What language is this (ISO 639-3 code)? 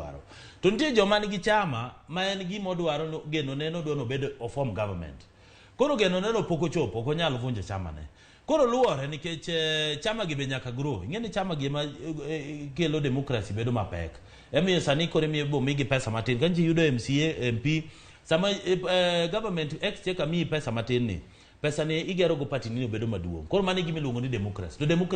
luo